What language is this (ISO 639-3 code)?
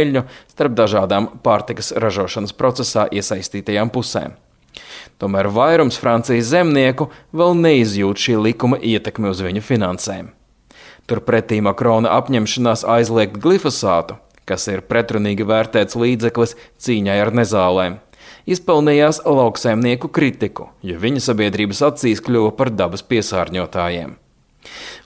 lav